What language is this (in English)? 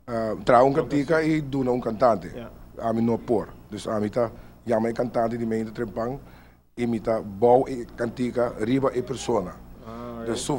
Papiamento